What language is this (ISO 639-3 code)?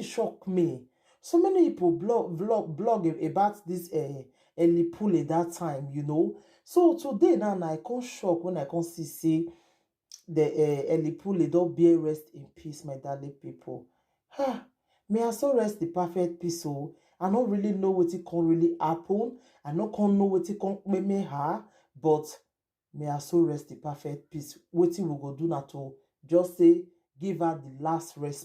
pcm